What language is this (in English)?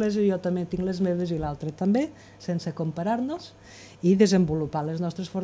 Catalan